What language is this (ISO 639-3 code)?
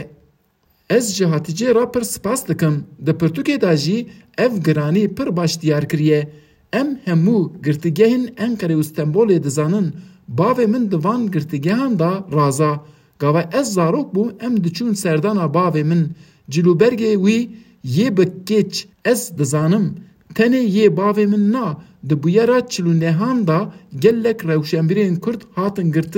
kur